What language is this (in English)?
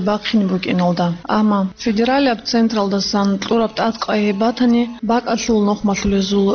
Avaric